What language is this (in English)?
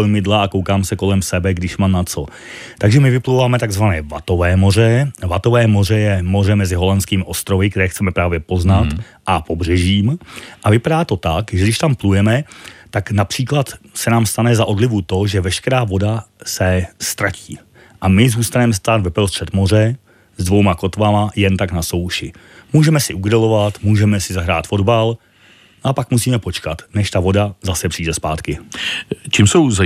Czech